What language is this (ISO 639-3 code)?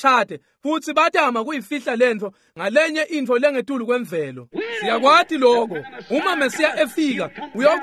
ssw